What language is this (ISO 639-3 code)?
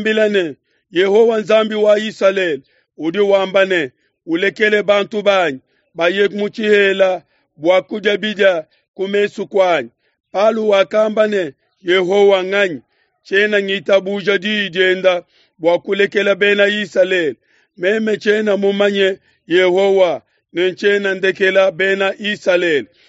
lua